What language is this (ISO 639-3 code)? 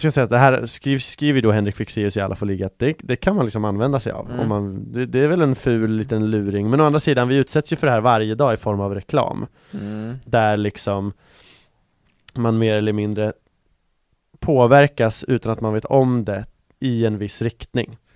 swe